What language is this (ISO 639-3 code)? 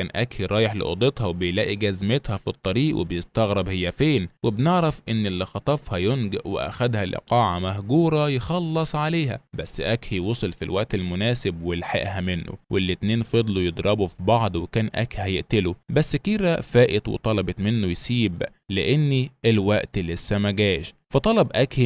arz